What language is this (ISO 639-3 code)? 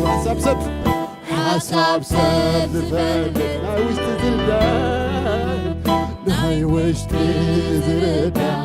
tir